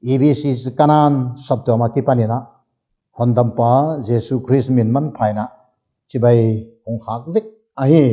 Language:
Paite Chin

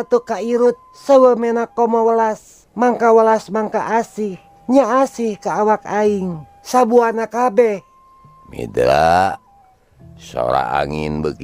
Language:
Sundanese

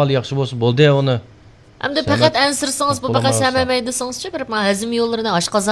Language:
Uyghur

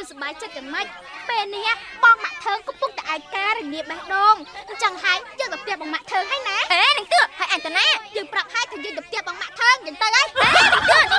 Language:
Khmer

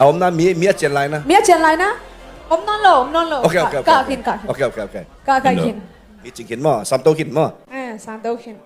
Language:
Tedim Chin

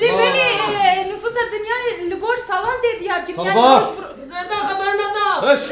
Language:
Kurdish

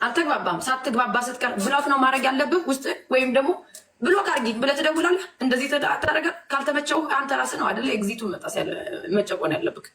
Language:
Amharic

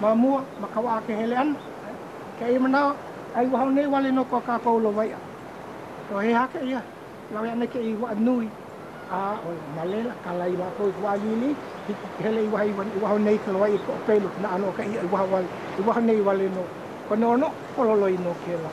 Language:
Hawaiian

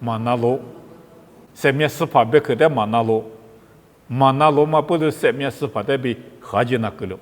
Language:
Lisu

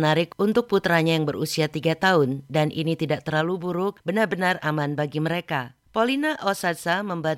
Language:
Indonesian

